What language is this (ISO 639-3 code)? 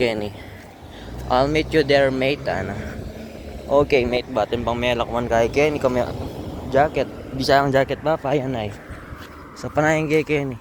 pam